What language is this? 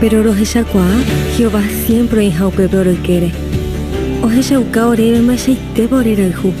Guarani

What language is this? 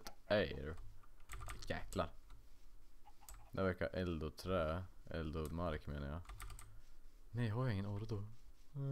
Swedish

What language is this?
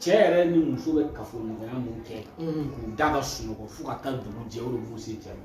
Bambara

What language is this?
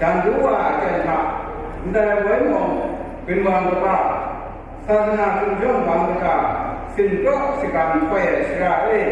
Kachin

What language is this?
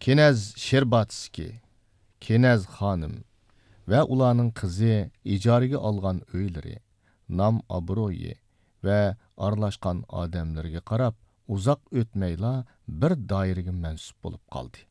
Uyghur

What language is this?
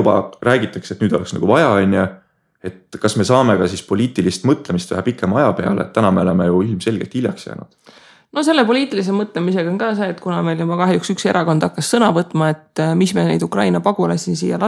Estonian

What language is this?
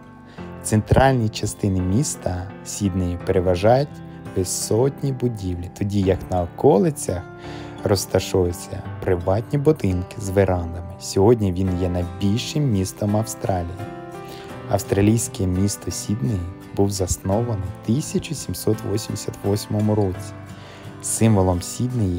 Ukrainian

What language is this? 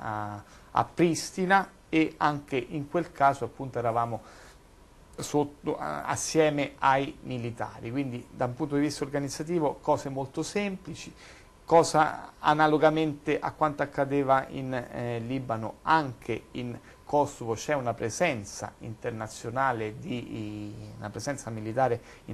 Italian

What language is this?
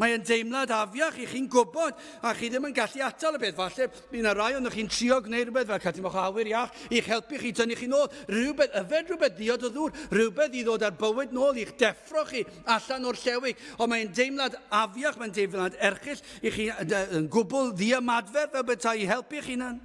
Welsh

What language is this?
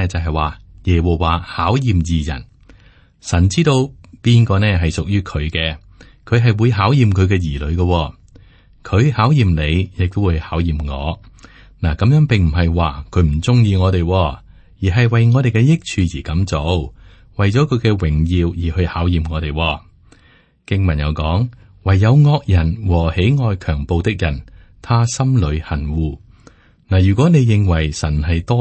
Cantonese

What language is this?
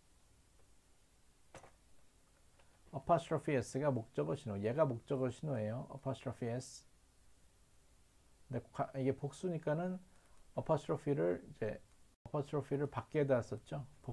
Korean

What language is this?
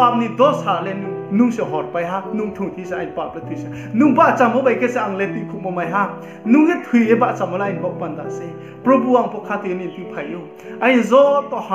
Riang (India)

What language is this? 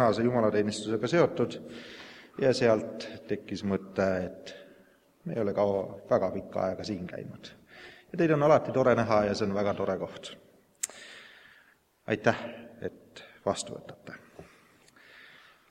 Estonian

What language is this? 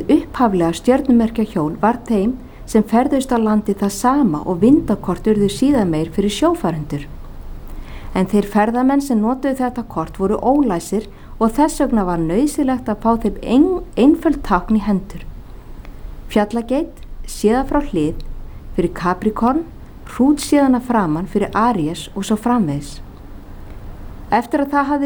Icelandic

